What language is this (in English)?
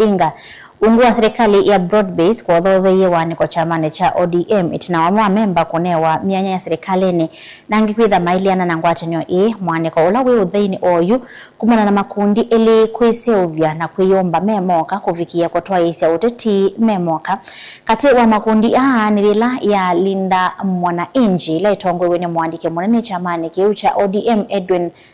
Kamba